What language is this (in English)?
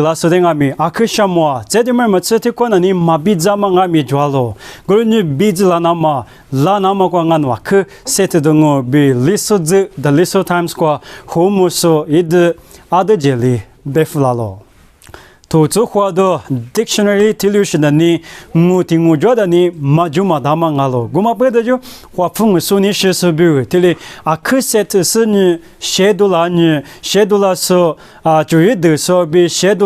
Lisu